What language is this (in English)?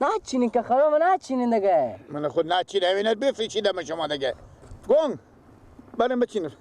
Persian